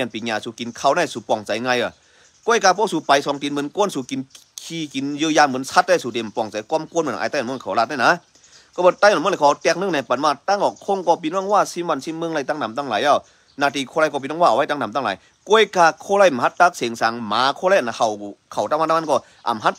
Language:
Shan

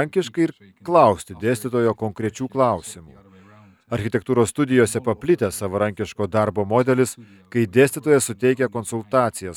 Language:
Lithuanian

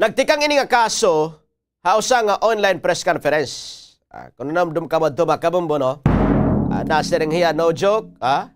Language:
Waray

